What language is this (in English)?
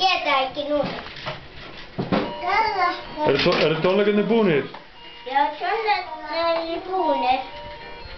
Icelandic